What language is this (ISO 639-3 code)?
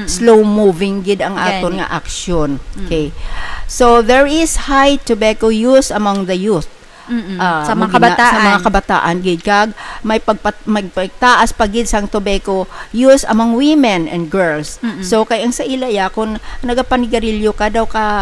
hil